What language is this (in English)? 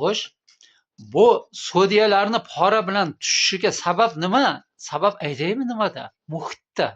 Uzbek